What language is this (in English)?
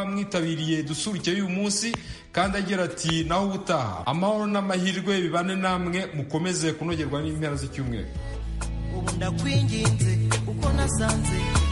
Kinyarwanda